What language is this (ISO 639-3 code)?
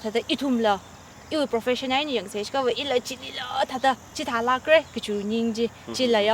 nmf